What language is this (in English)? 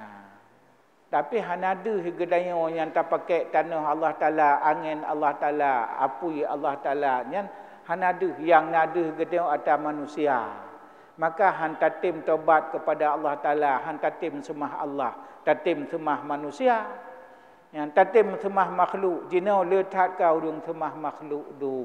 Achinese